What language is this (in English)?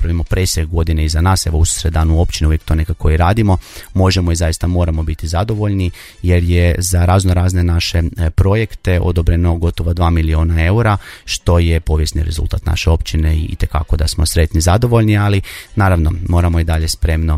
Croatian